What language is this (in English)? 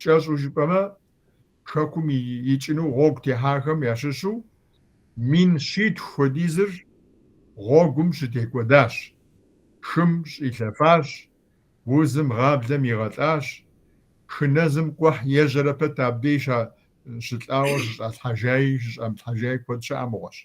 Kabardian